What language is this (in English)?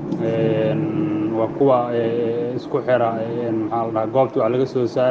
Somali